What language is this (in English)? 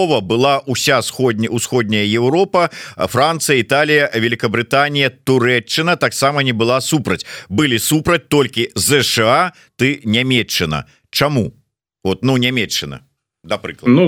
Belarusian